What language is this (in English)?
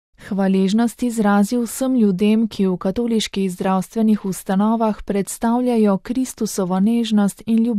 Slovenian